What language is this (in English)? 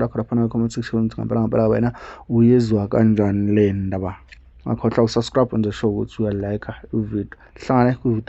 Zulu